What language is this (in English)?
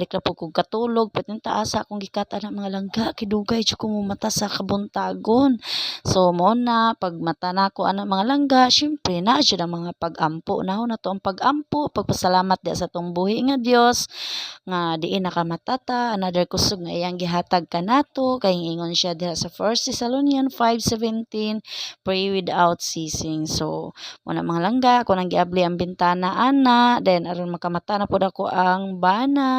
Cebuano